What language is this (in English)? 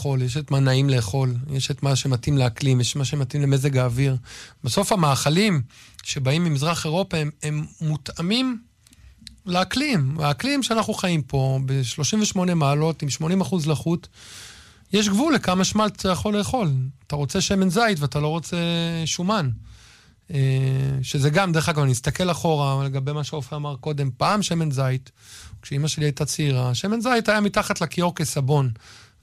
Hebrew